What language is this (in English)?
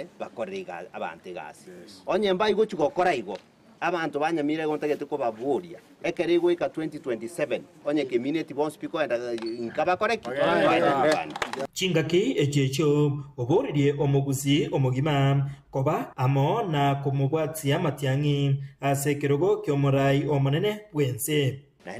Gusii